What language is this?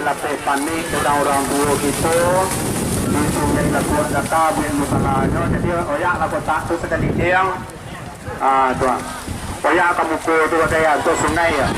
Minangkabau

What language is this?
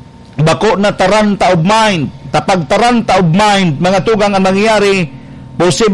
Bikol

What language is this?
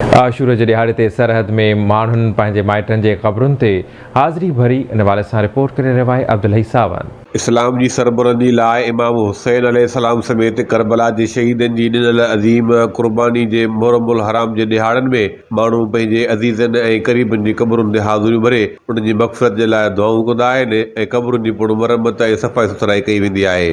Sindhi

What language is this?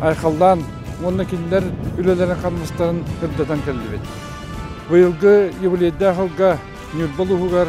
Yakut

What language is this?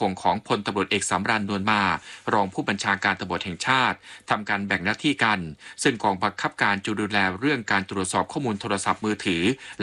Thai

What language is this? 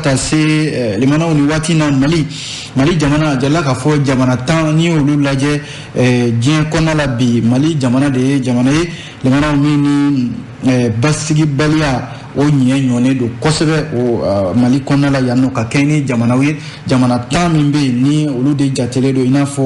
Bambara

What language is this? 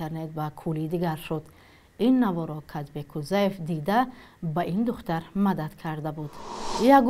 Tajik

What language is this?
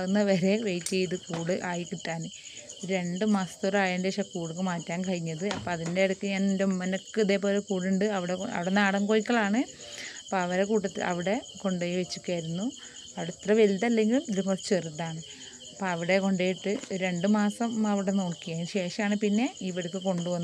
Malayalam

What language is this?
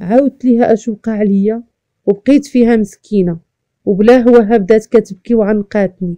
Moroccan Arabic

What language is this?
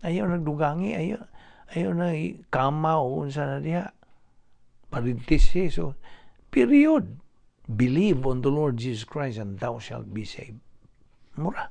Cebuano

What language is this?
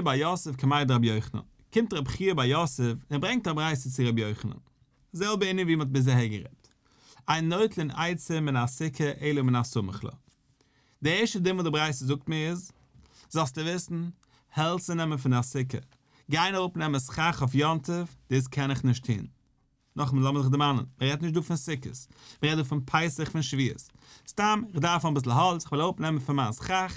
Yiddish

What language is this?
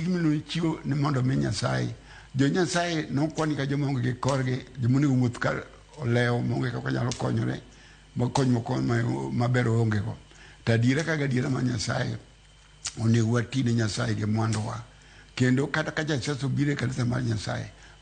Luo (Kenya and Tanzania)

